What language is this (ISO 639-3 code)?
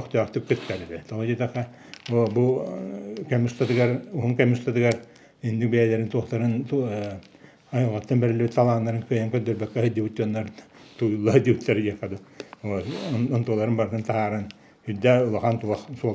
sah